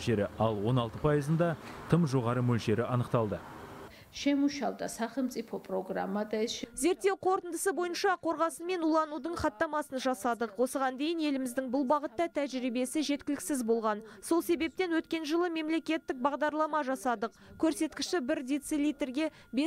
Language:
Kazakh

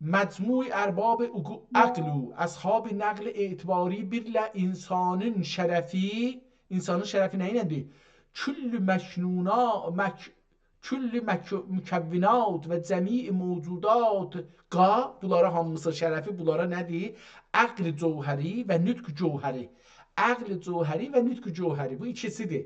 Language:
South Azerbaijani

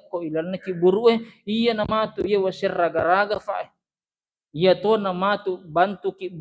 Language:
Buginese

